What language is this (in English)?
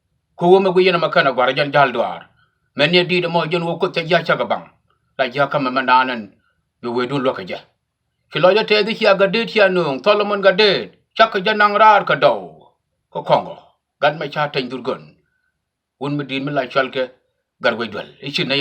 Nuer